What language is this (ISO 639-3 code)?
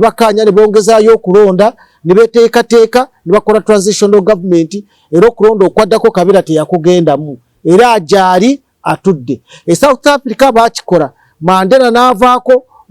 lug